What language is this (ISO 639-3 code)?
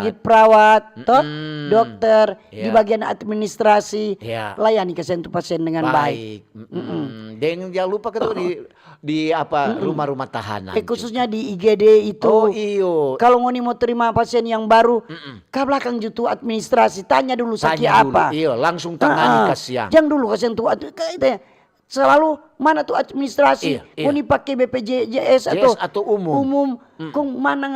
xmm